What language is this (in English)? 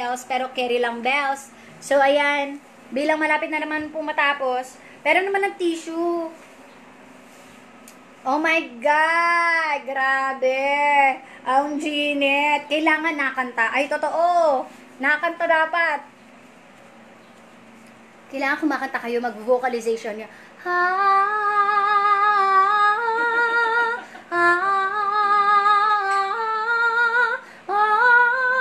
Filipino